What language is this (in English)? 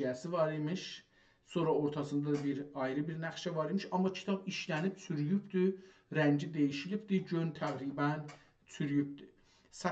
South Azerbaijani